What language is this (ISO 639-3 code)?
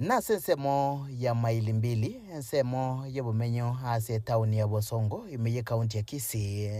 guz